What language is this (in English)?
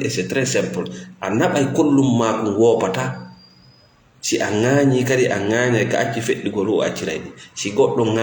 Fula